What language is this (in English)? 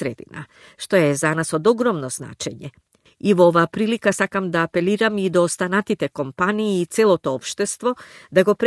Macedonian